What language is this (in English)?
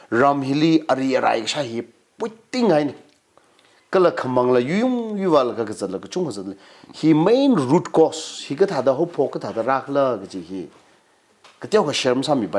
Tangkhul Naga (India)